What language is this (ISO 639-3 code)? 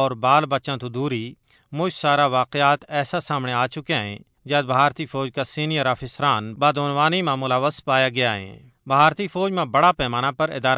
gju